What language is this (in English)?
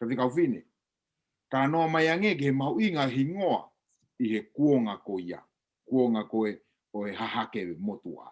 Tongan